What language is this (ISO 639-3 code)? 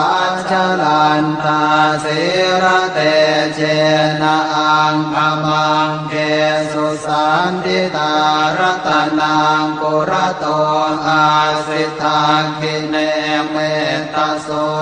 pli